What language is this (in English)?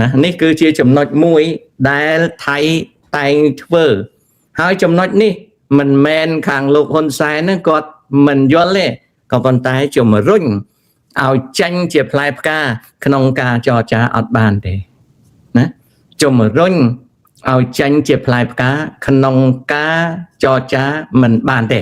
Khmer